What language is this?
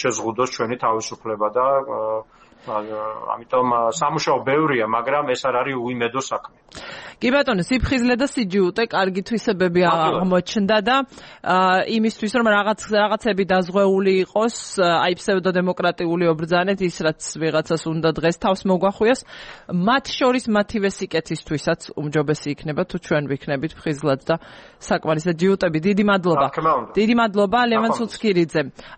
Georgian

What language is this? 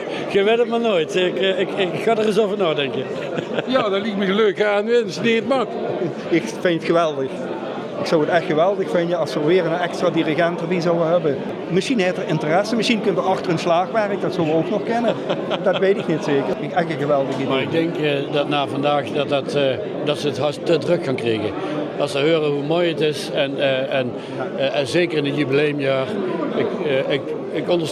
Limburgish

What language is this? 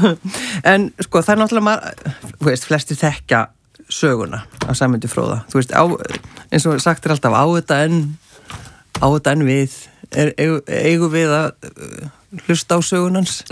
Icelandic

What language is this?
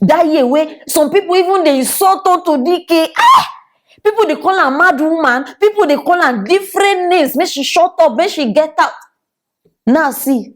Nigerian Pidgin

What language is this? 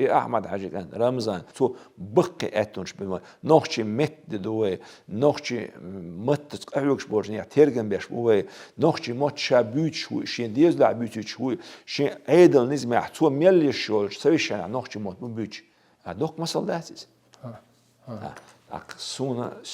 Chechen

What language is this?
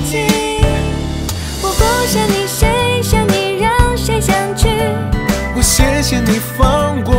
Chinese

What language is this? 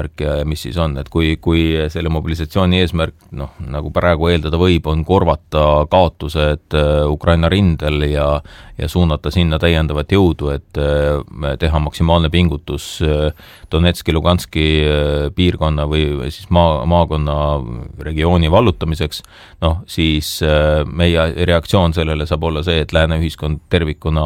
Estonian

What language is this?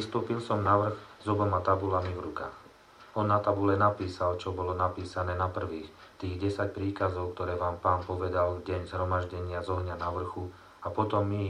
Slovak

